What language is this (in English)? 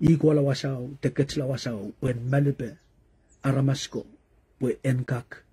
Pohnpeian